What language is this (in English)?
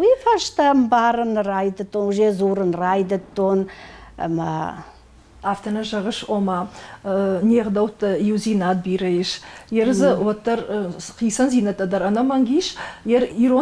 Ossetic